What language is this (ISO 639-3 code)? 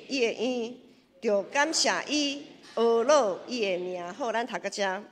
nan